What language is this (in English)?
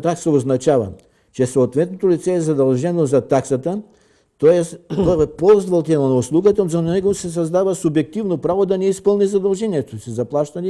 Bulgarian